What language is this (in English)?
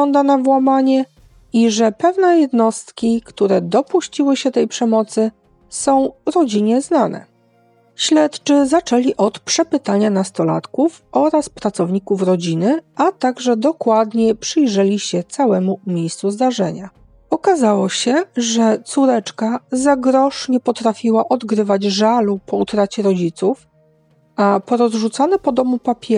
Polish